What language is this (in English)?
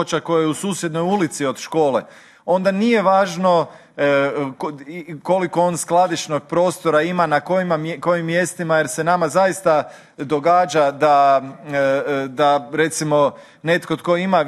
Croatian